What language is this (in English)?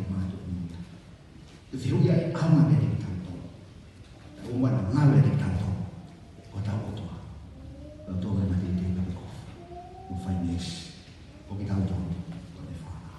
Tongan